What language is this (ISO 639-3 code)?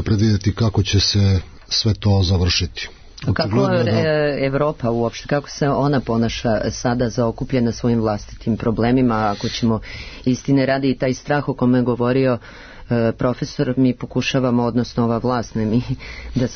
srp